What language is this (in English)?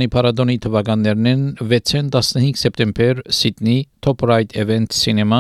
Armenian